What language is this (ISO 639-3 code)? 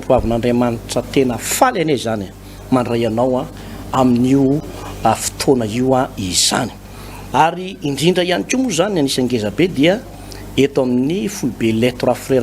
mlg